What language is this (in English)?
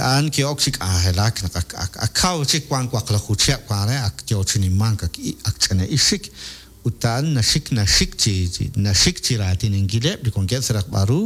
Kekchí